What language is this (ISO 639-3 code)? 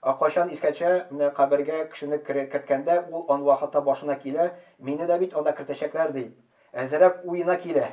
tat